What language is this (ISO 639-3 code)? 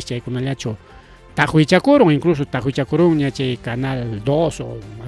quy